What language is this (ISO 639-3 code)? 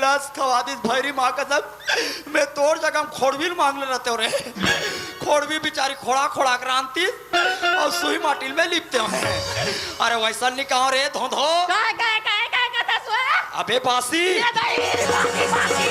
hne